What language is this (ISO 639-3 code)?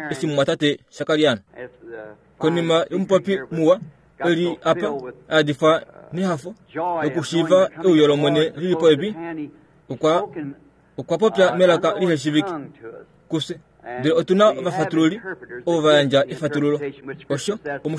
kua